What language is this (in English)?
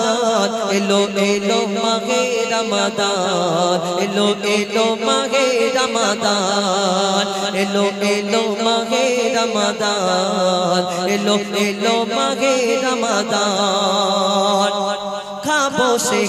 Bangla